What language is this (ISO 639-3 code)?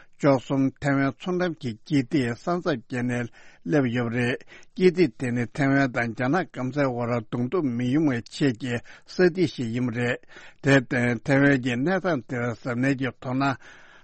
bod